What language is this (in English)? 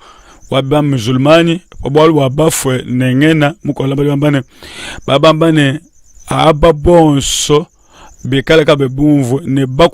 Luba-Lulua